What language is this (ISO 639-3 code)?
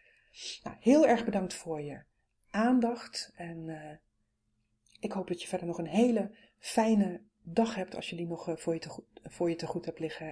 nld